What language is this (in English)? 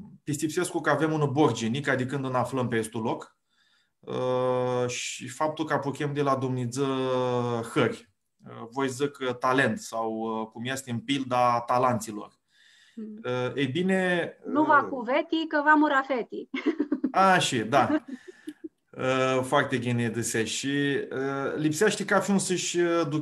Aromanian